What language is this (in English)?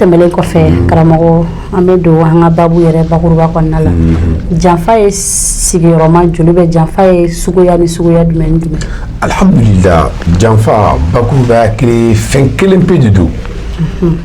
Bambara